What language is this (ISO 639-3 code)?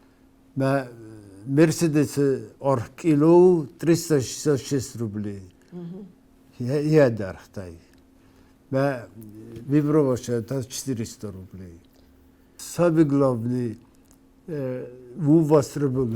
oss